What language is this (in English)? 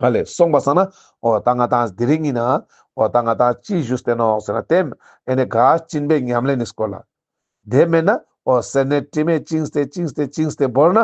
Ladakhi